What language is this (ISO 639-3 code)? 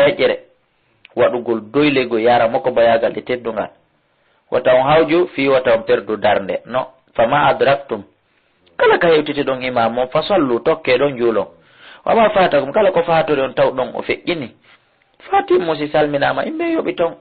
ful